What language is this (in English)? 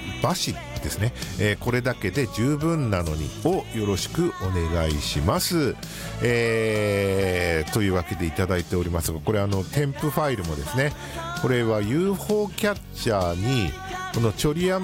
Japanese